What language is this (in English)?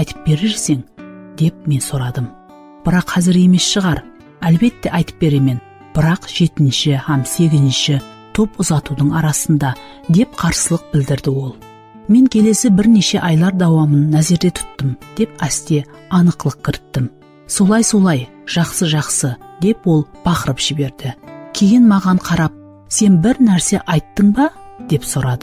Kara-Kalpak